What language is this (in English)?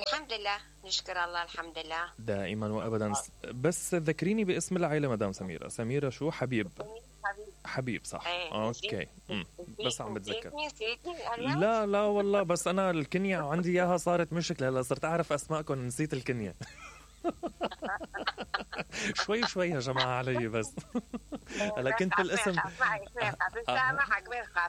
Mesopotamian Arabic